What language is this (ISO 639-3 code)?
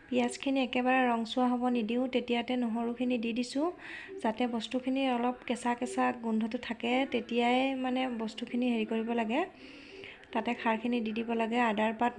asm